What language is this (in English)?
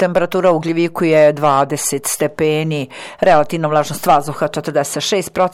Serbian